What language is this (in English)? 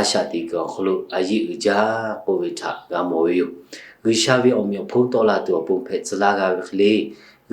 Lahu